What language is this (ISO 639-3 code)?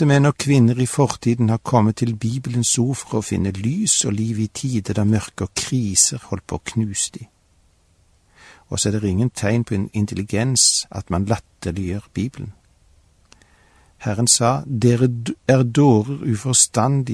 nor